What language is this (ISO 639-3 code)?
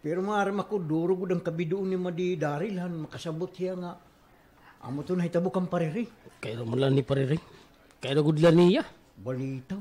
war